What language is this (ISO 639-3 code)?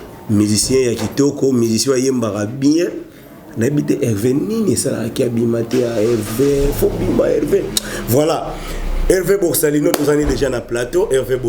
lin